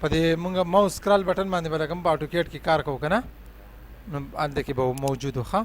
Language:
Pashto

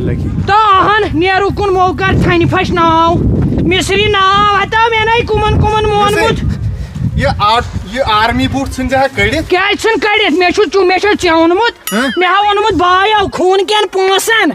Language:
Kashmiri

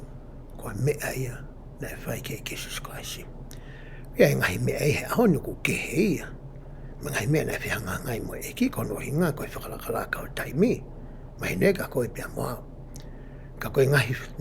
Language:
Tongan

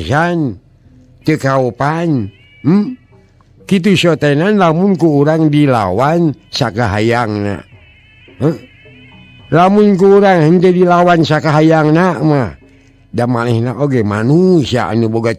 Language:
Sundanese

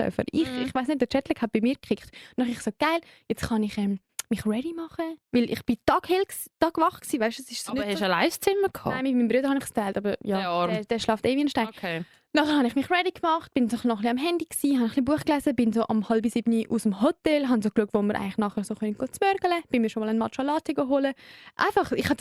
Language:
Swiss German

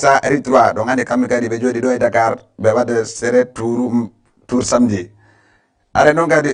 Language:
Fula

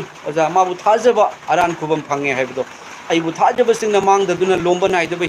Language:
Manipuri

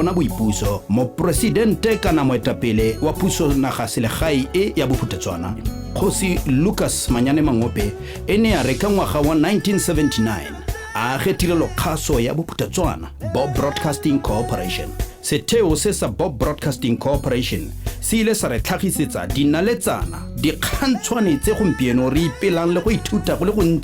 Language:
Tswana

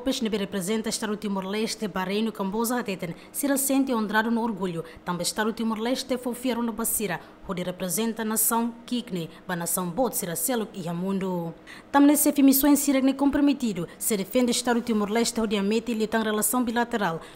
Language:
Tetum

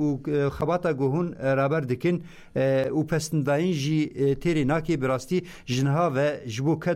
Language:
Kurdish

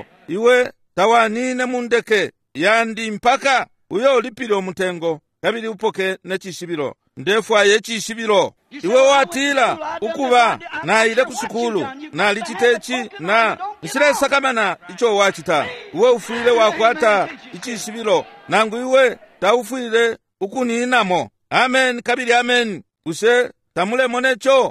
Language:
Bemba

